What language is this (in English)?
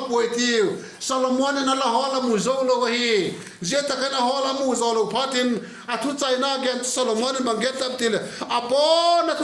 Vaiphei